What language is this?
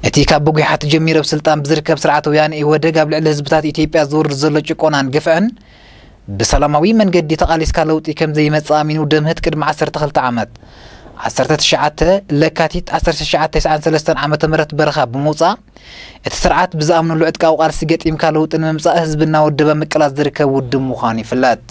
Tigrinya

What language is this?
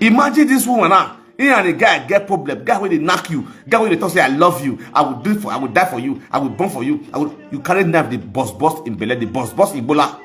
Nigerian Pidgin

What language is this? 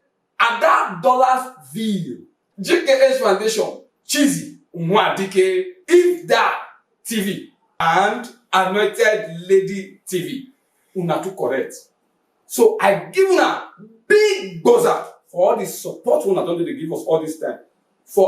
Nigerian Pidgin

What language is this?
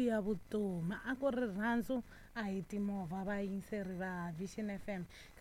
Tsonga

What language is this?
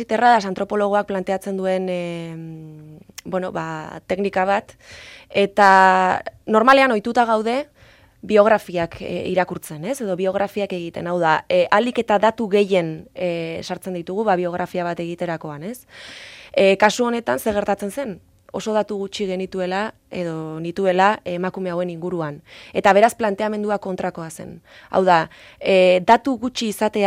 Basque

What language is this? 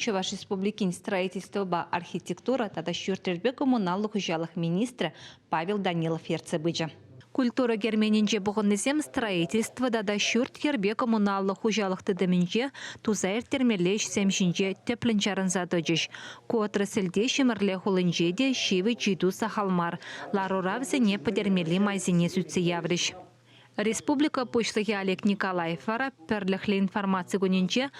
Chuvash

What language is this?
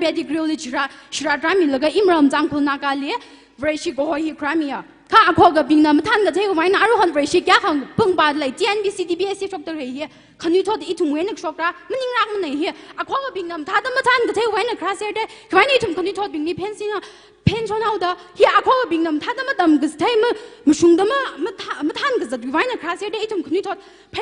Tangkhul Naga (India)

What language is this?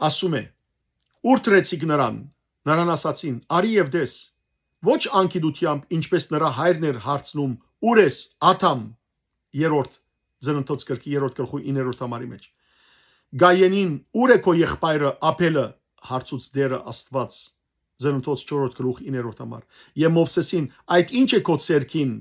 Western Armenian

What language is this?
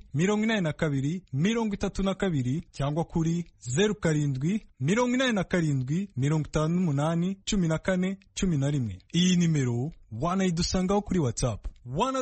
Kinyarwanda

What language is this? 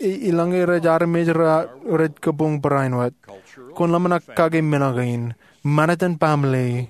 Marshallese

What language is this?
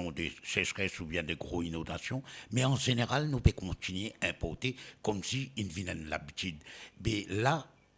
Morisyen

